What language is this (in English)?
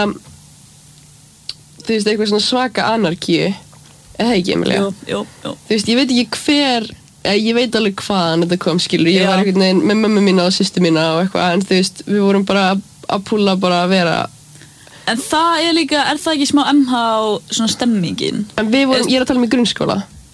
Icelandic